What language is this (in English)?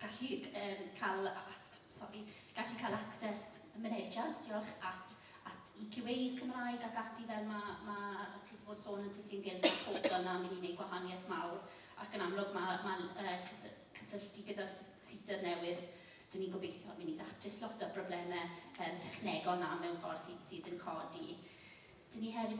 Welsh